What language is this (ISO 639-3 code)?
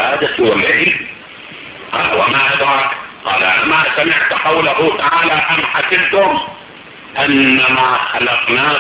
ara